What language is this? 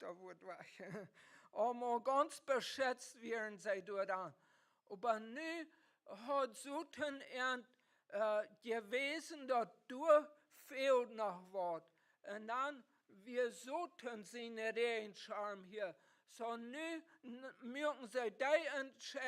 Plautdietsch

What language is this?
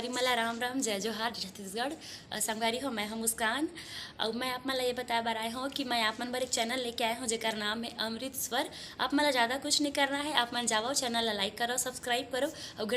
Chhattisgarhi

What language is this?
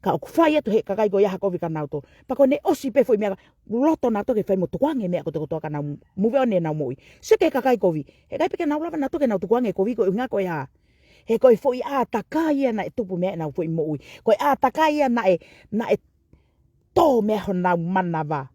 Tongan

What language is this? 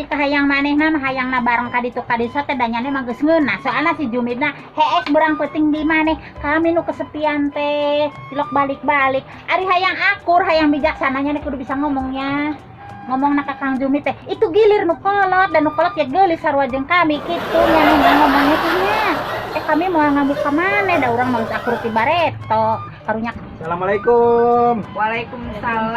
Sundanese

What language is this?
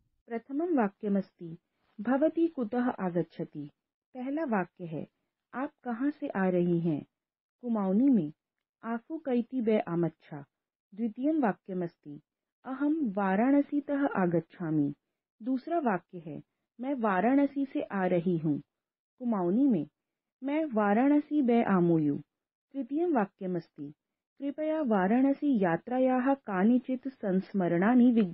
Sanskrit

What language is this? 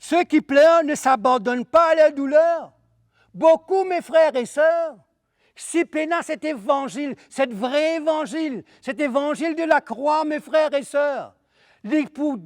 Morisyen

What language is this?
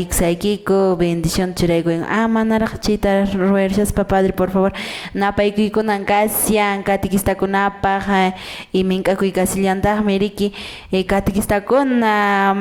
Quechua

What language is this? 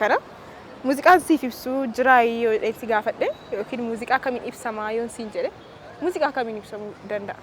Oromo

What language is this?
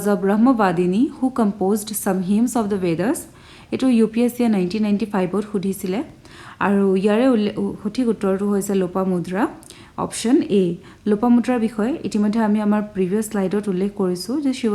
Assamese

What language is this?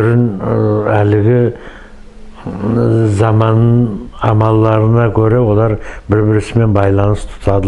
Nogai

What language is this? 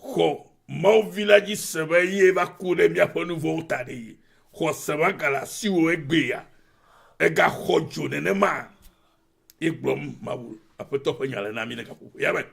Ewe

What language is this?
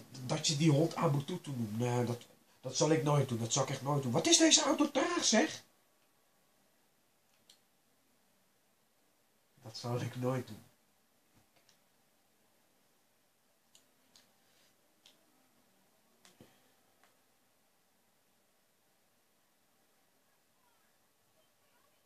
Dutch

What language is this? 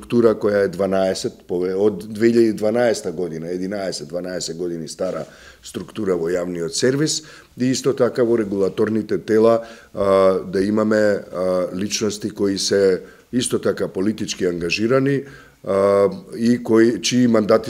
Macedonian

